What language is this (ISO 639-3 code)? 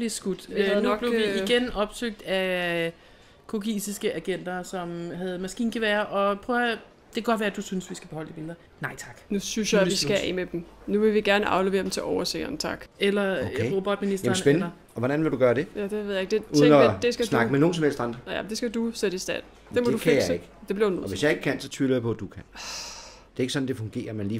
dan